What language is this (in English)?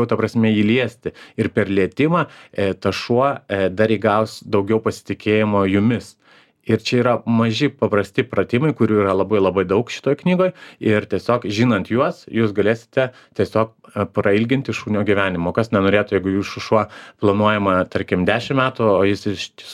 Lithuanian